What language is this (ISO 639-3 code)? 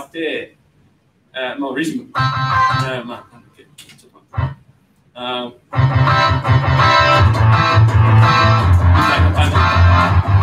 jpn